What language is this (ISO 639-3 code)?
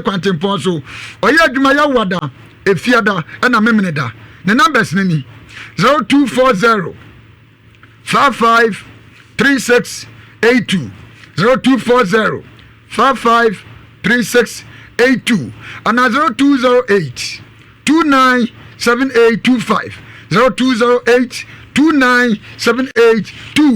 aka